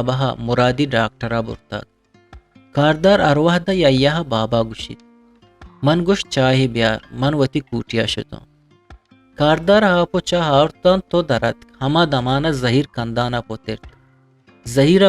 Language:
Eastern Balochi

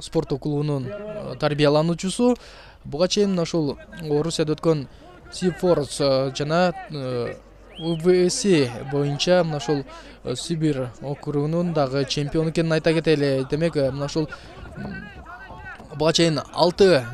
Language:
Kyrgyz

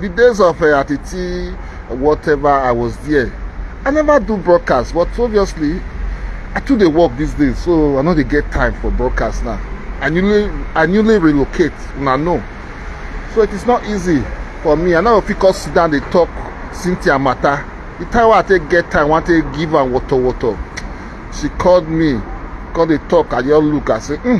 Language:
Nigerian Pidgin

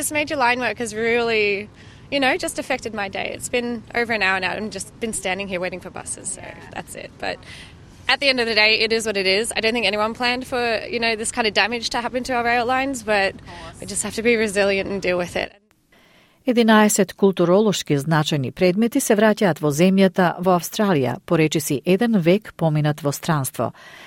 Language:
Macedonian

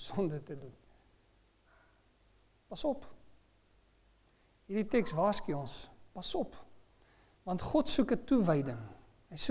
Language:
Afrikaans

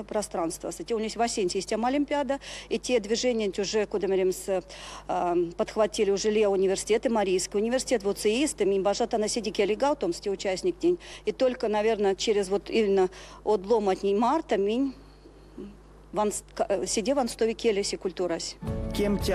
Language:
Erzya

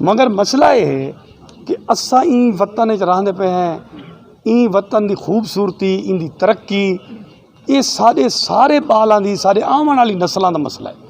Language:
Saraiki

